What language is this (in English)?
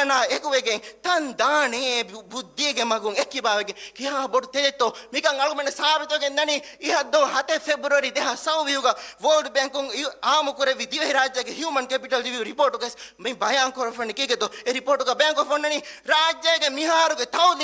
Divehi